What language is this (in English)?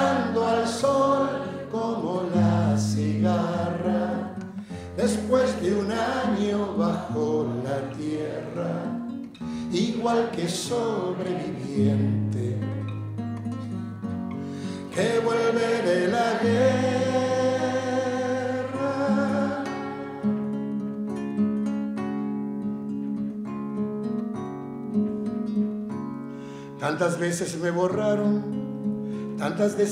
Spanish